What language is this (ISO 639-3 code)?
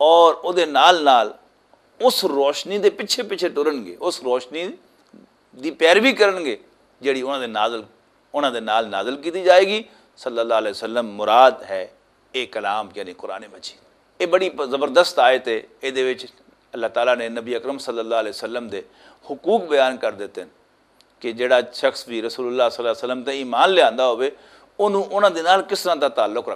lah